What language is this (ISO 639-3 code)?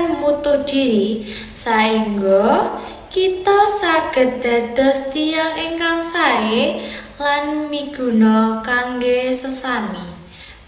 jav